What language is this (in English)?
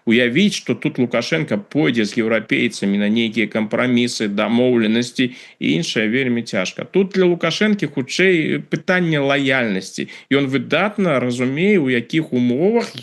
Belarusian